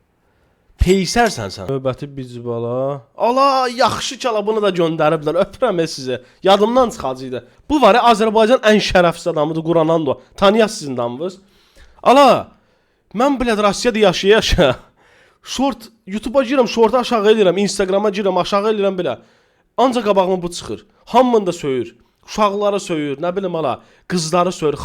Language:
Azerbaijani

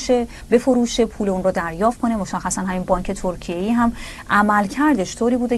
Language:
Persian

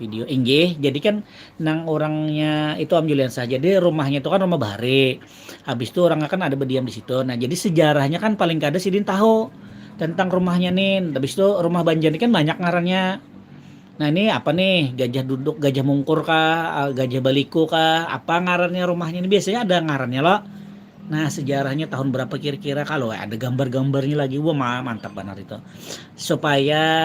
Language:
Banjar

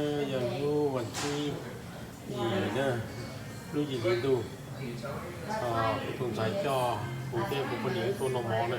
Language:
Hmong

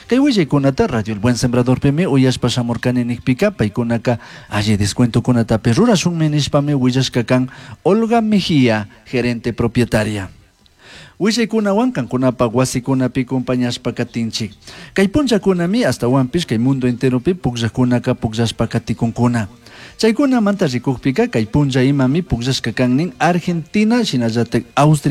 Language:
Chimborazo Highland Quichua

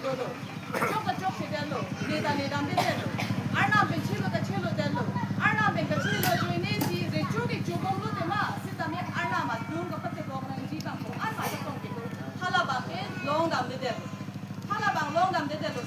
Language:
Karbi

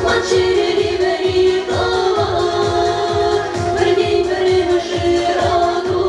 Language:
Chuvash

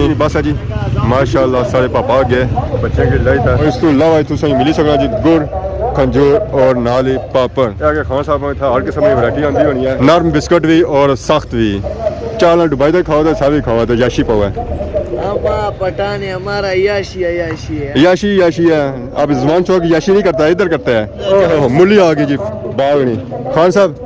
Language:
Pahari-Potwari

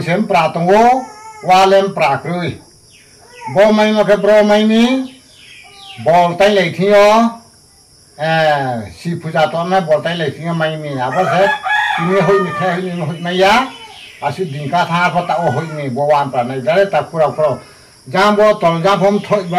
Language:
Riang (India)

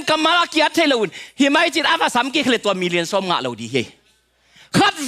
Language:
Tedim Chin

